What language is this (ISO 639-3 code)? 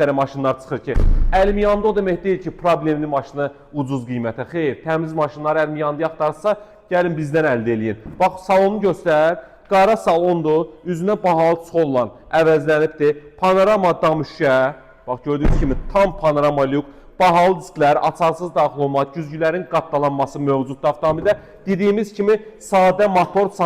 aze